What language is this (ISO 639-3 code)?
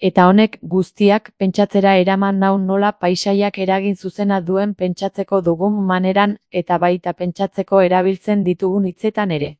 eus